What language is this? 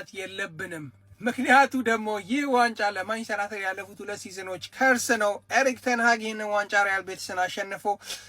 Amharic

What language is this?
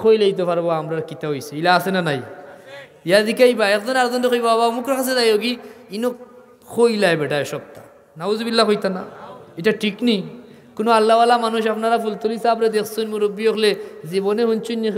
Sylheti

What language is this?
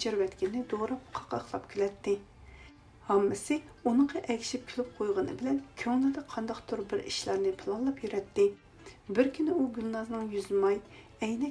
Uyghur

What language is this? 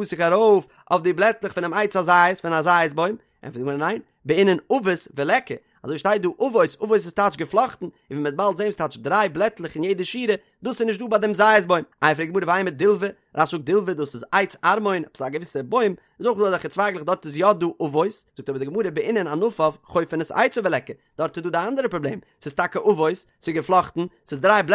Yiddish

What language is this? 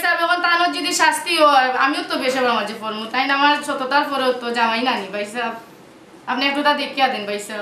Sylheti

